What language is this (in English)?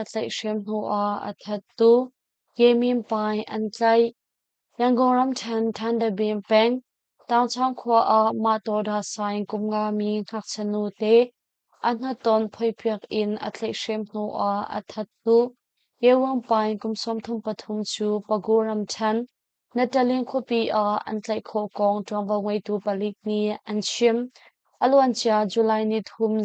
Hakha Chin